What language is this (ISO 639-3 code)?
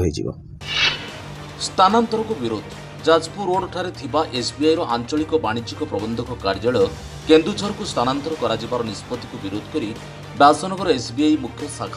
ori